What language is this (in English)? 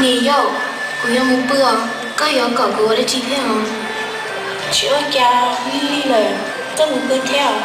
Hmong